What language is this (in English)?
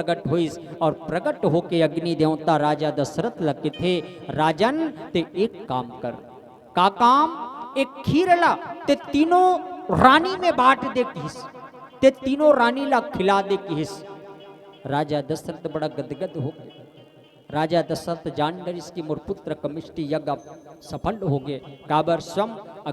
Chhattisgarhi